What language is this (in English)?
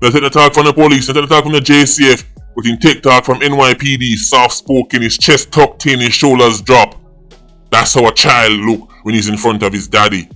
Jamaican Creole English